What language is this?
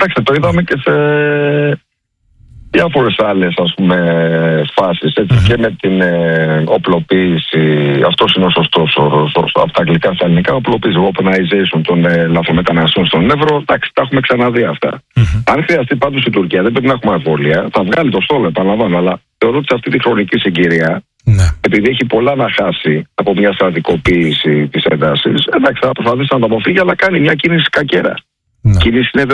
Greek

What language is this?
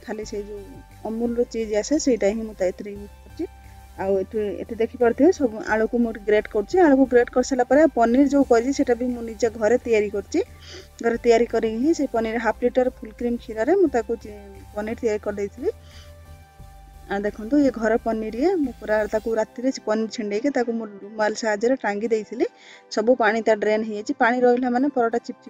Odia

